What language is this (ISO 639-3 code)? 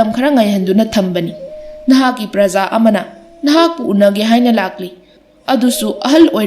mni